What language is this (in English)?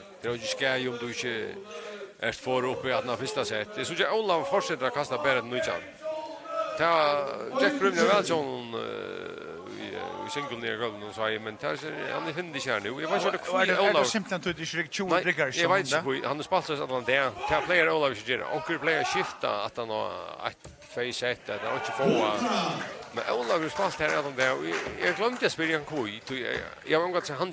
Faroese